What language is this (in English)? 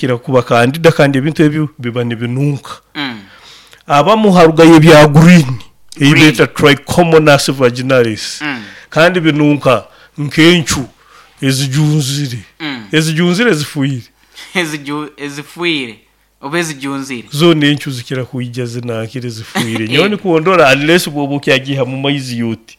Nyoro